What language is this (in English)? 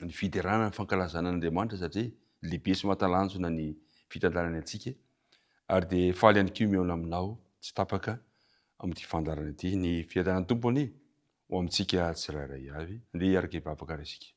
Malagasy